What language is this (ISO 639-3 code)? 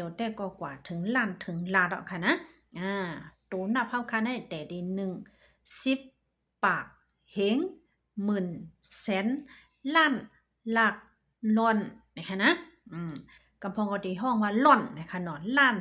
shn